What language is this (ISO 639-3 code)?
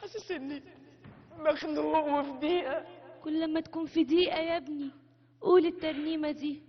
arz